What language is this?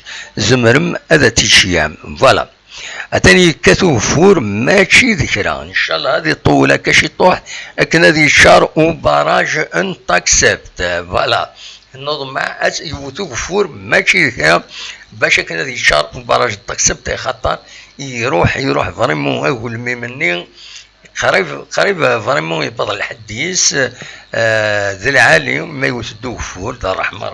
Kabyle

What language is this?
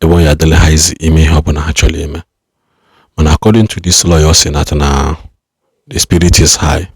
Igbo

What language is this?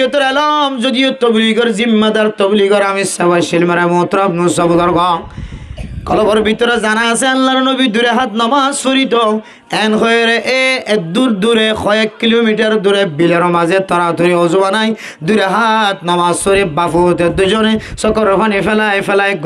Rohingya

